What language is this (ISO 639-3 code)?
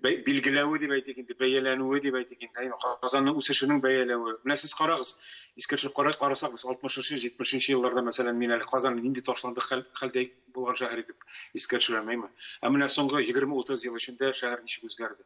tat